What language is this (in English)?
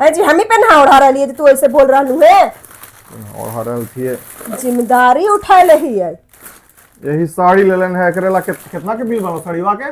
Magahi